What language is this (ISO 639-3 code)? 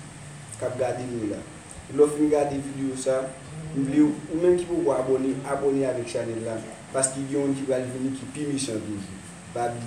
hat